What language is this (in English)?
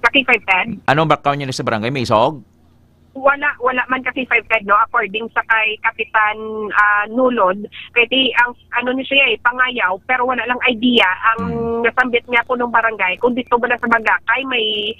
Hiligaynon